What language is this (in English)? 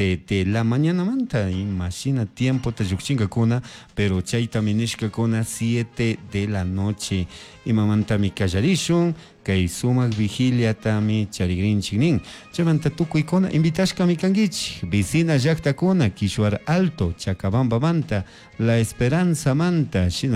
Chimborazo Highland Quichua